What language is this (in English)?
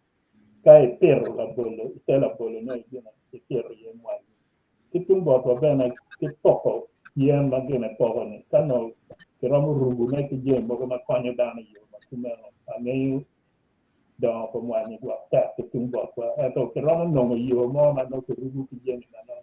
Acoli